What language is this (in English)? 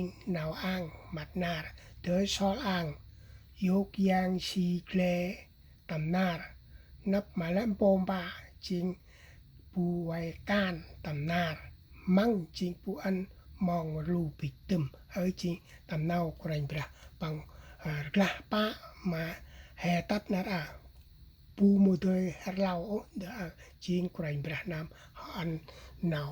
Central Mnong